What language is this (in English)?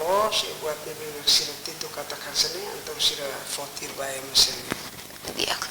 Tetum